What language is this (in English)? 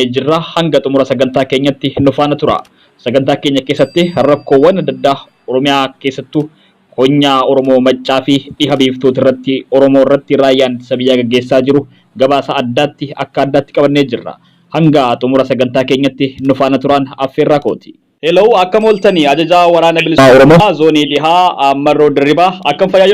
Oromo